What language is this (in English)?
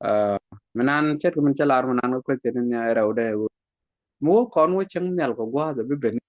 Nuer